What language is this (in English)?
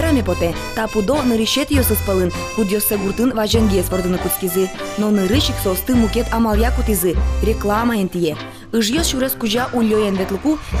Udmurt